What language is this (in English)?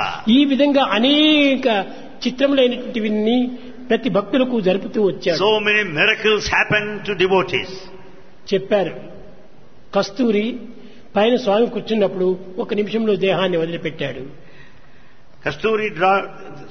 Telugu